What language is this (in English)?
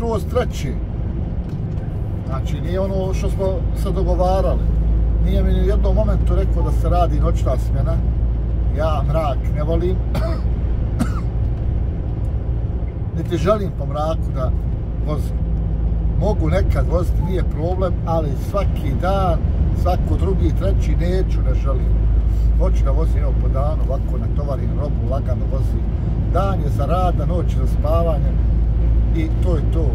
Croatian